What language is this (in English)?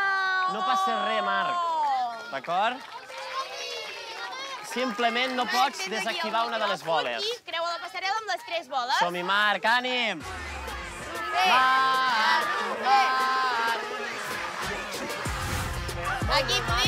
Catalan